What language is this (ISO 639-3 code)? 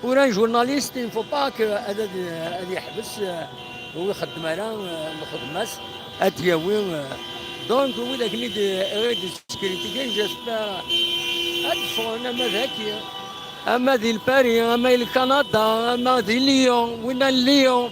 kab